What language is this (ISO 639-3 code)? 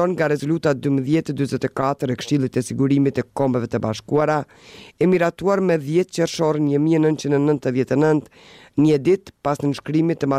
sqi